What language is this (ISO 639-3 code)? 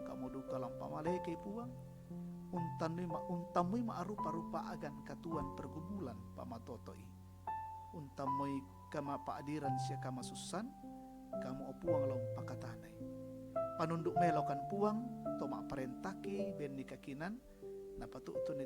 sda